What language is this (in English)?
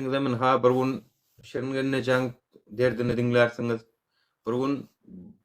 Turkmen